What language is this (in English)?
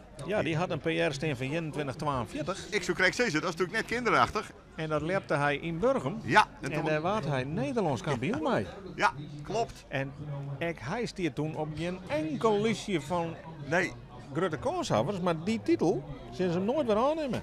Western Frisian